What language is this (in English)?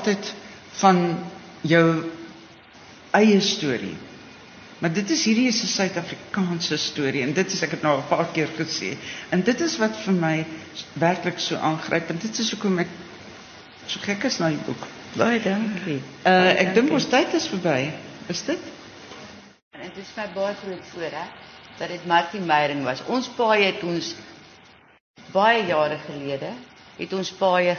Afrikaans